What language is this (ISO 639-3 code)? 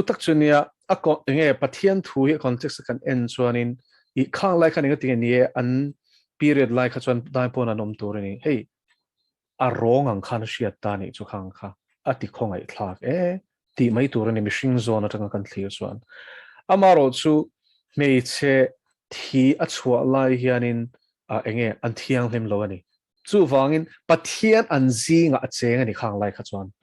lus